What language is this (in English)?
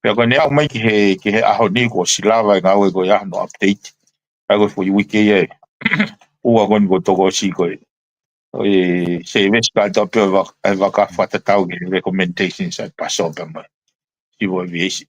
Tongan